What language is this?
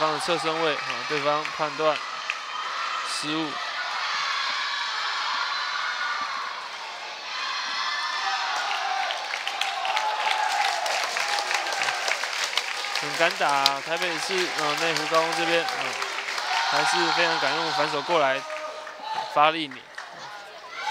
Chinese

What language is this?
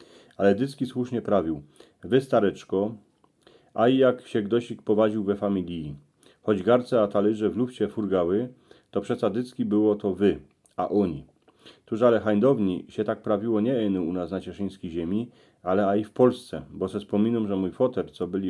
Silesian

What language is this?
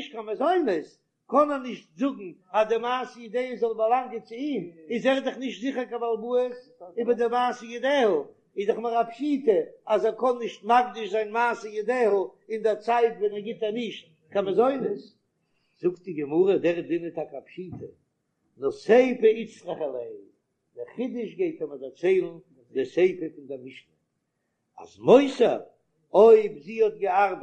Yiddish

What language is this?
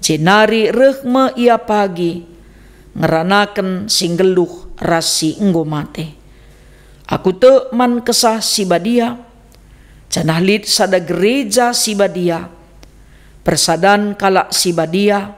Batak Karo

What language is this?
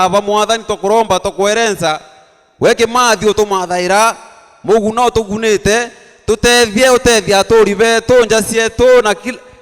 Meru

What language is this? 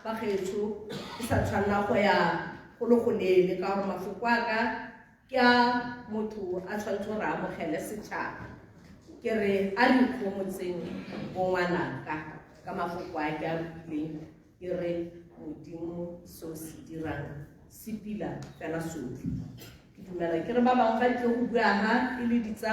Tswana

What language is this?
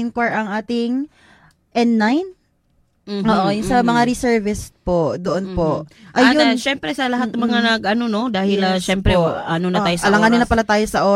Filipino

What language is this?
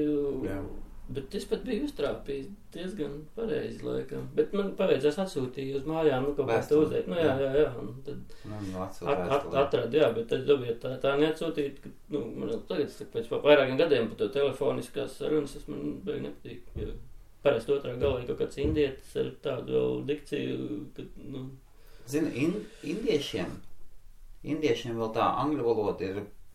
Latvian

